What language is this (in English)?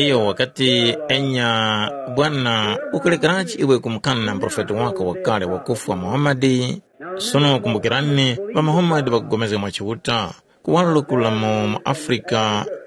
Tumbuka